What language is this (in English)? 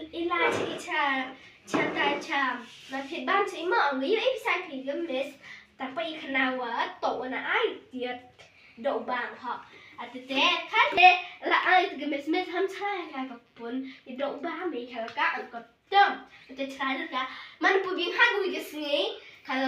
Khasi